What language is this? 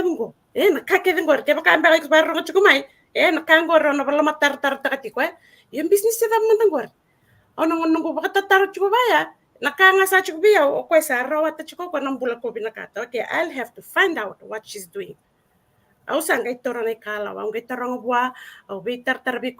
Fijian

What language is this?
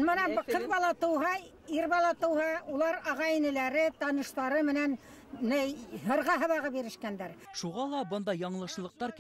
Bashkir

